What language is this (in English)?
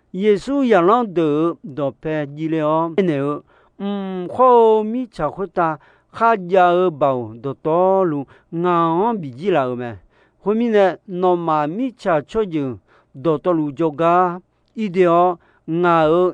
Akha